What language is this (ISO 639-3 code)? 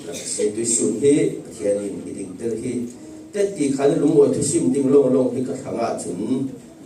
cfm